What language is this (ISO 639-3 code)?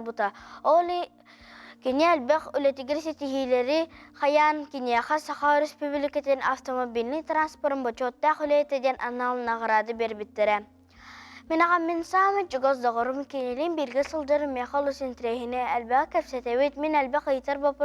sah